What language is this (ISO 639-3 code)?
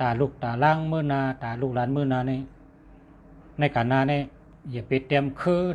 shn